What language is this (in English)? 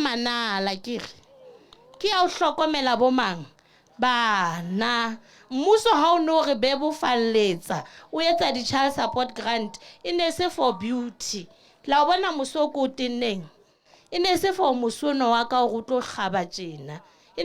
Southern Sotho